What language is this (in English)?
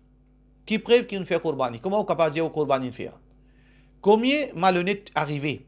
Morisyen